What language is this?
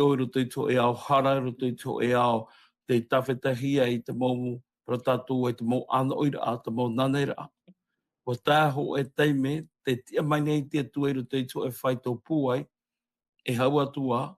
Tahitian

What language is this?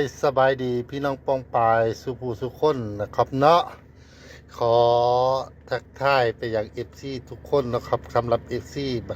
Northeastern Thai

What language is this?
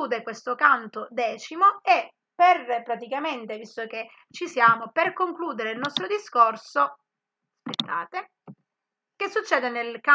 Italian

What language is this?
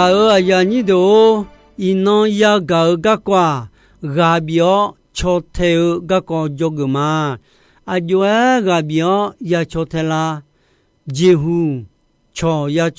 Akha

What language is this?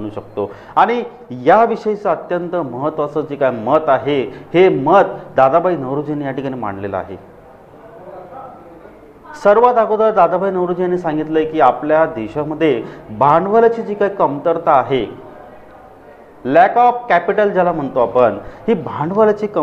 Marathi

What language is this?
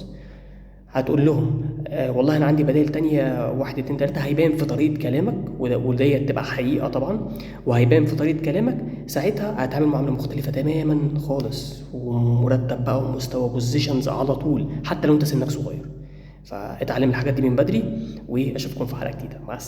Egyptian Arabic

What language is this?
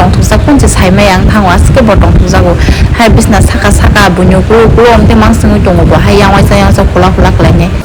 Kok Borok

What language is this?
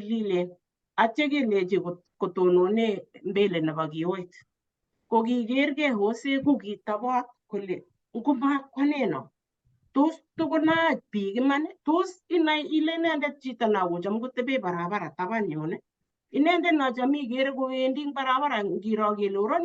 Kalenjin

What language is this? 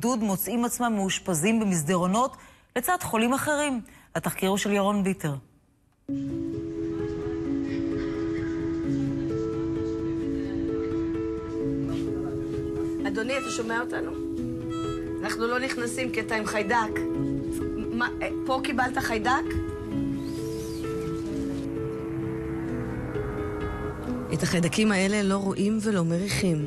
Hebrew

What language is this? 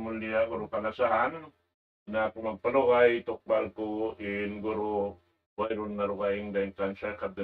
Tausug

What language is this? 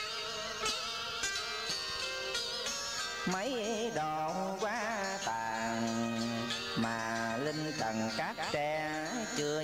Vietnamese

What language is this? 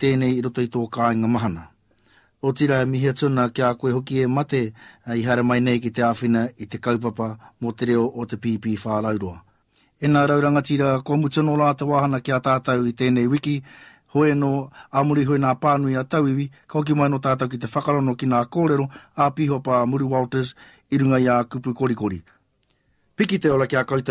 Māori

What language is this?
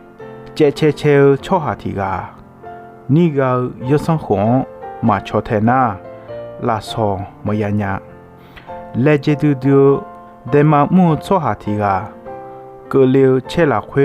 Akha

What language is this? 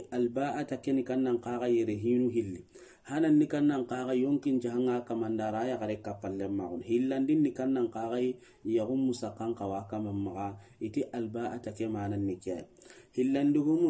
Soninke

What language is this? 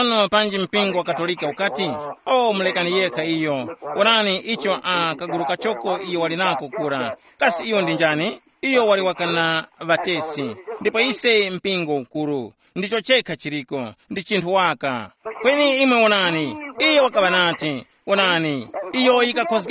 Tumbuka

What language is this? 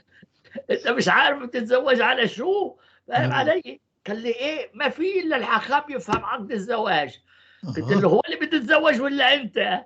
North Levantine Arabic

